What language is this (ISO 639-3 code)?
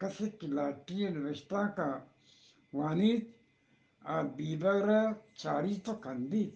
bgp